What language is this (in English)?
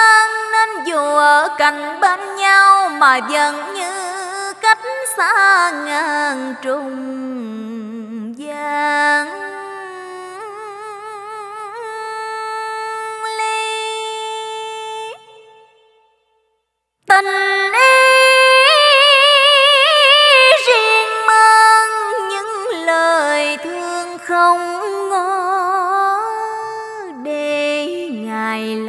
Vietnamese